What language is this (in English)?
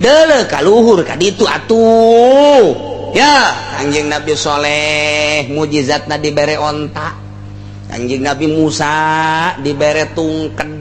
Sundanese